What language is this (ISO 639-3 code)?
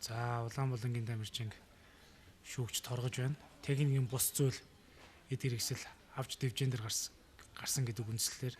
mon